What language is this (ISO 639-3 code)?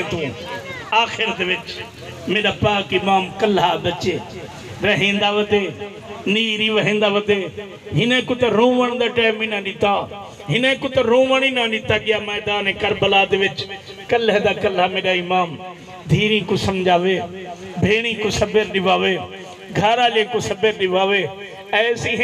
skr